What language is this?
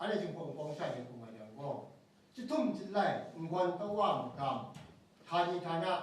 Kachin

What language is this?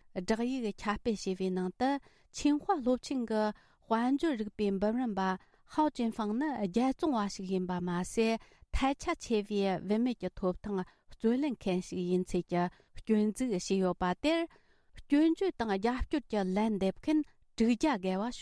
Tibetan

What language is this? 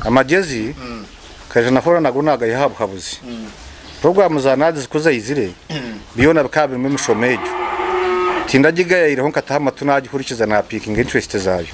Nyankole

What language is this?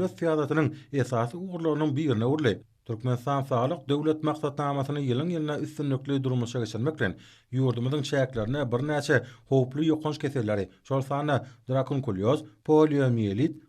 Turkmen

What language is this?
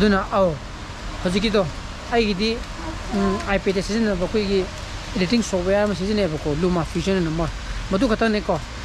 Manipuri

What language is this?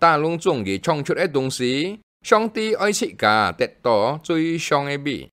Hakka Chinese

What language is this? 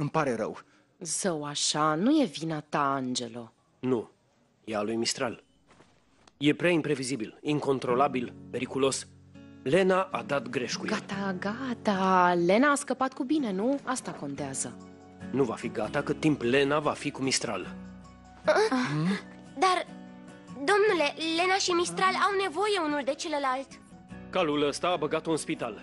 Romanian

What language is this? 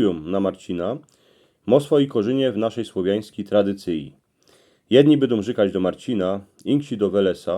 Silesian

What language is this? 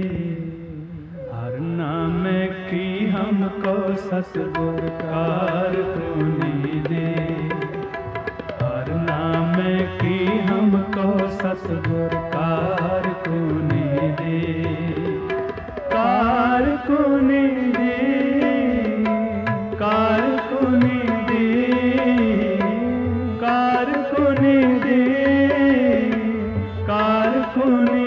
Punjabi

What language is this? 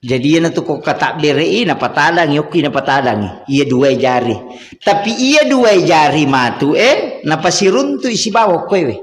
Buginese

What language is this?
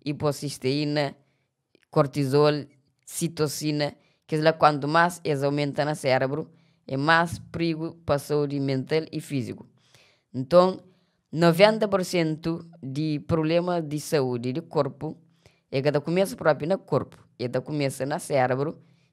Kabuverdianu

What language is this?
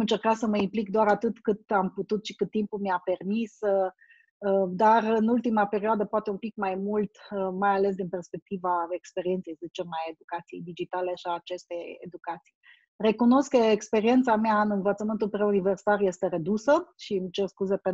Romanian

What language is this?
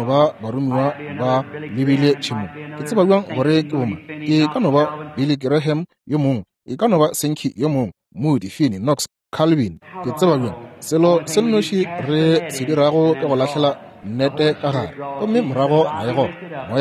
Northern Sotho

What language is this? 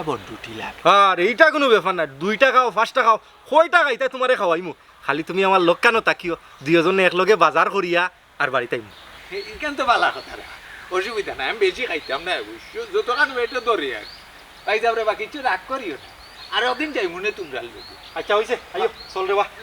Sylheti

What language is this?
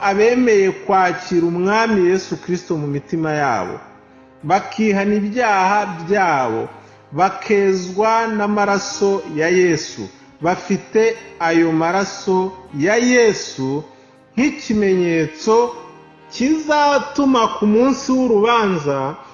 Kinyarwanda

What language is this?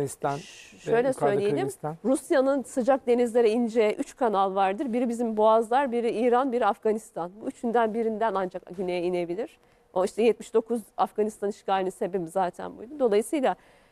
Turkish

